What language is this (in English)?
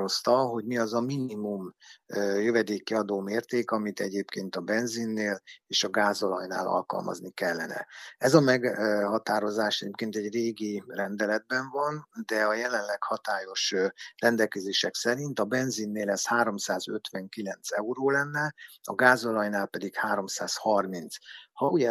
Hungarian